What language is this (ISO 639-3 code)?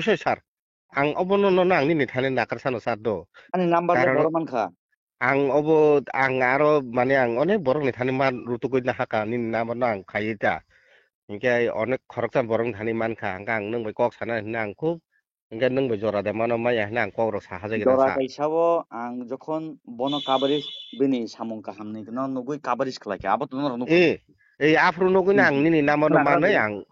trp